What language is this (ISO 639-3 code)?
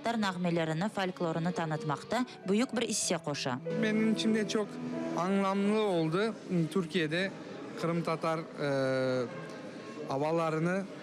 crh